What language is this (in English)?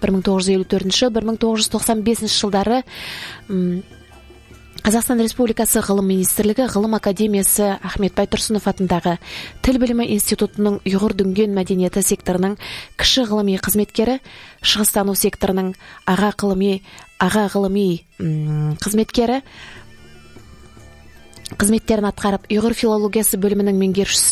Kazakh